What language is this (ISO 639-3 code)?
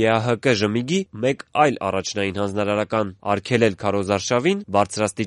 hye